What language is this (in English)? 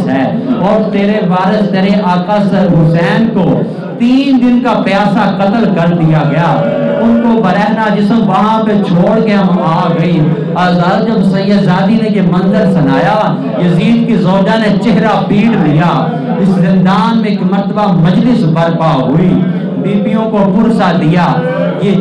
Urdu